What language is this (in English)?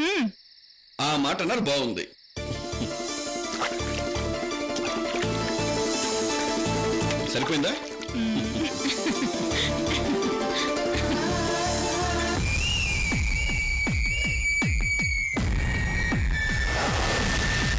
Telugu